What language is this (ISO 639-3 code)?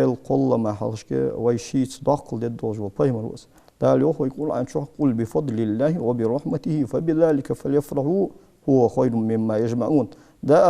inh